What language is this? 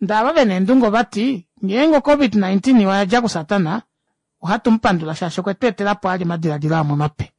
Kuanyama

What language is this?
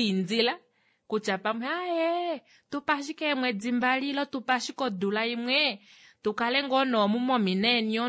Kuanyama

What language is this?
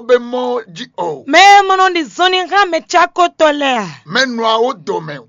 Fon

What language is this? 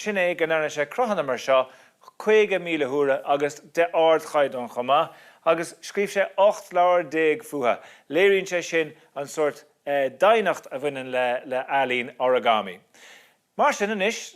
Irish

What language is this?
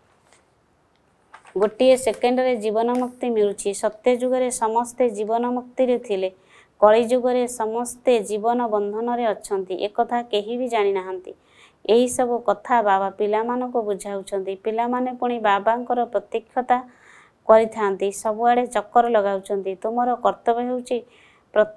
Odia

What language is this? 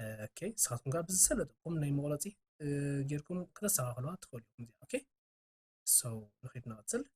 Tigrinya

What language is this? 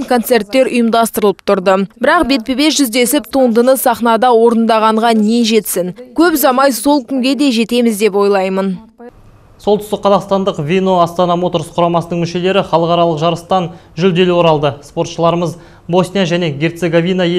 Kazakh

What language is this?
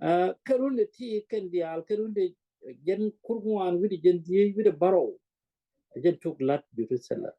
Nuer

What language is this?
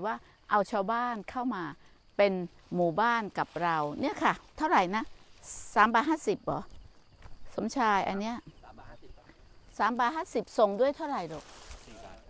Thai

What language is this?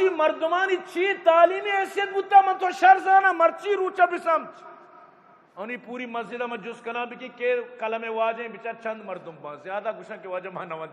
Eastern Balochi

